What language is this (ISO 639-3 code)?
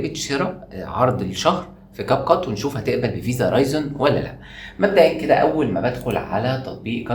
arz